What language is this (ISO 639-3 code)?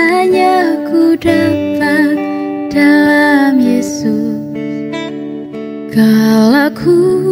ind